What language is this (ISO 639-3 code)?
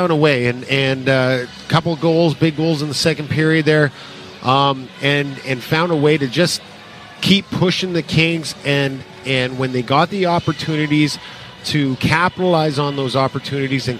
eng